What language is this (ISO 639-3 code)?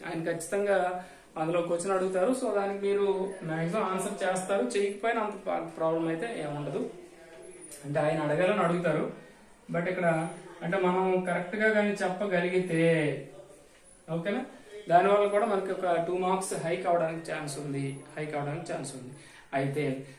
tel